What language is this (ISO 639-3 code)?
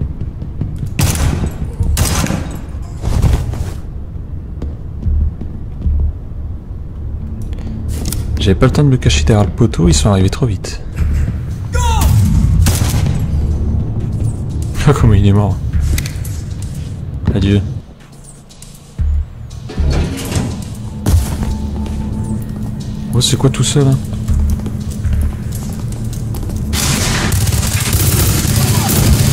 fra